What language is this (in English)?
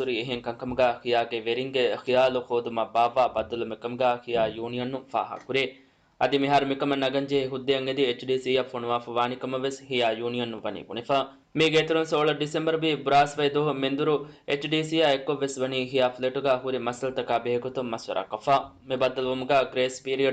Divehi